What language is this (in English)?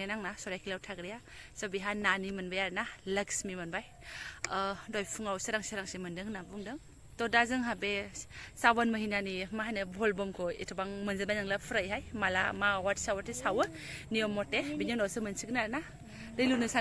Bodo